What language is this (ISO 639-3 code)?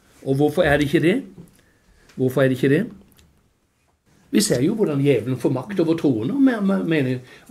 nor